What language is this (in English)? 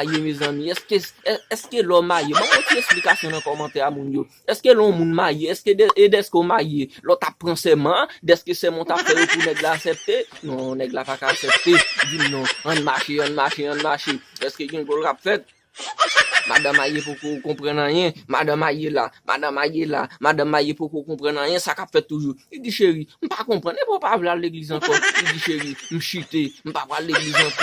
Haitian Creole